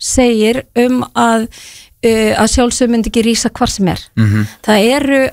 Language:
Icelandic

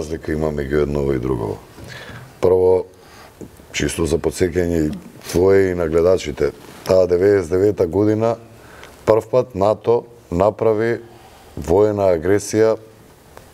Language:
Macedonian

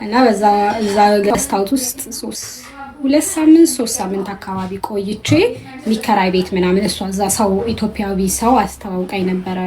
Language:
Amharic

